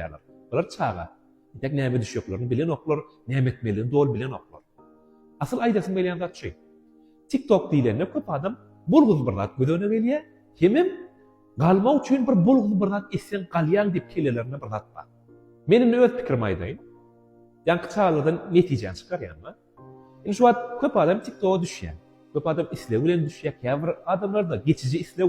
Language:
Turkmen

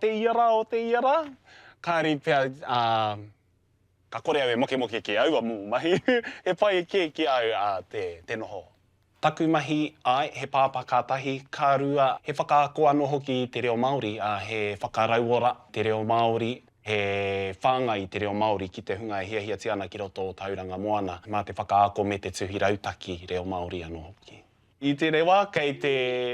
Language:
Māori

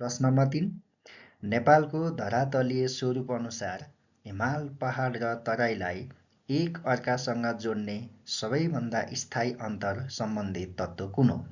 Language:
Nepali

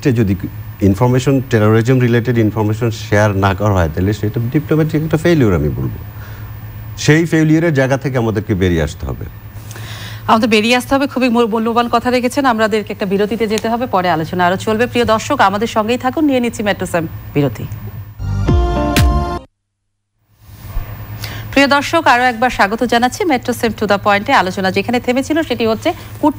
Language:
Bangla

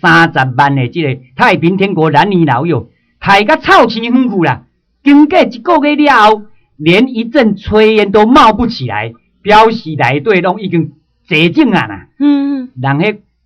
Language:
Min Nan Chinese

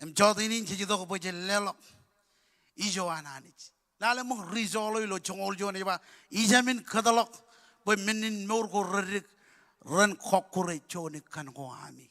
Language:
Marshallese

